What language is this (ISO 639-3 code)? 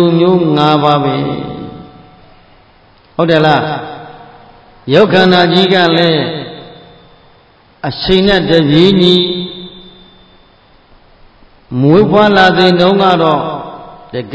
mya